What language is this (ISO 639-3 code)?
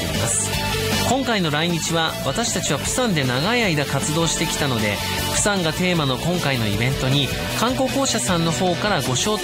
jpn